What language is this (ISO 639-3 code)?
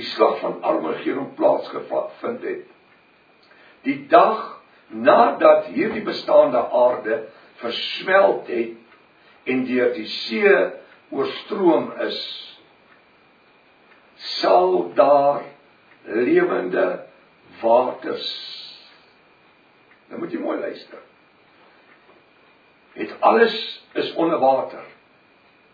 afr